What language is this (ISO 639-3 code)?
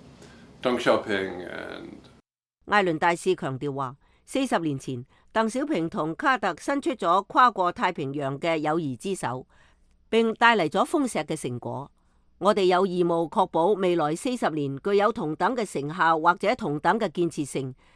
yue